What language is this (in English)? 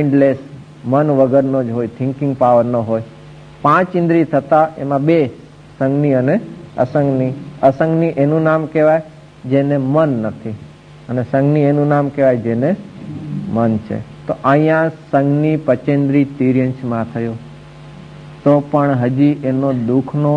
Gujarati